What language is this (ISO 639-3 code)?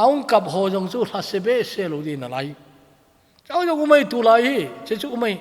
tcz